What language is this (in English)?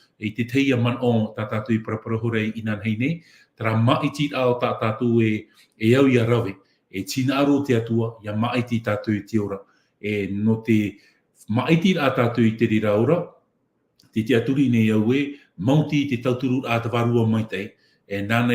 Tahitian